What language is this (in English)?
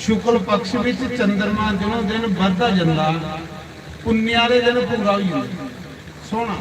Dogri